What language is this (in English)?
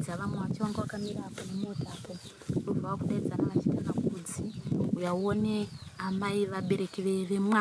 Shona